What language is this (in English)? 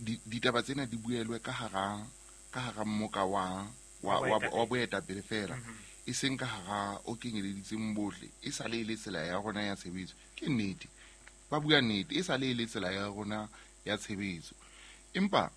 Southern Sotho